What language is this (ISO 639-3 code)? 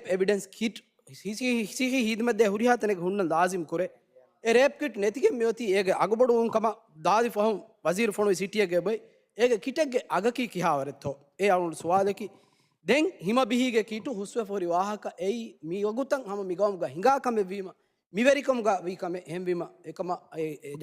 div